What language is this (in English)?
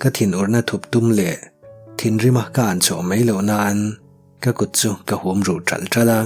Mizo